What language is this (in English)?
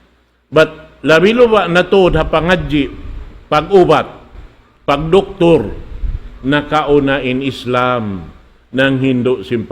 Tausug